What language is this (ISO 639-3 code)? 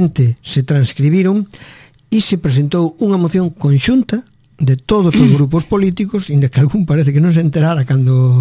glg